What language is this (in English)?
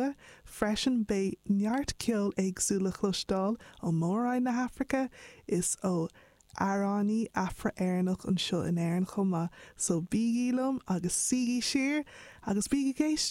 Irish